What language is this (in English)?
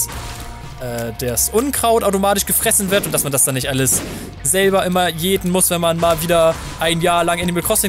German